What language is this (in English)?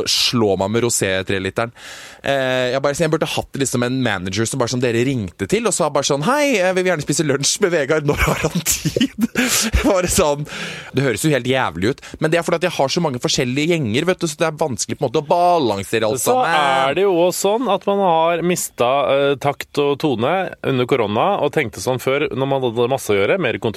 Norwegian